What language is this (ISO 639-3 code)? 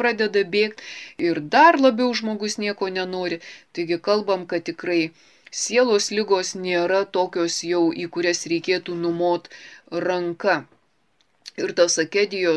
lit